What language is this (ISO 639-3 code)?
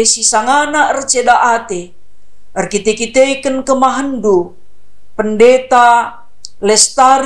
btx